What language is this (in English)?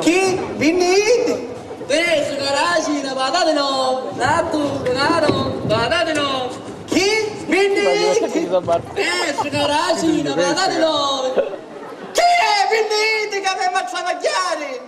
Sicilian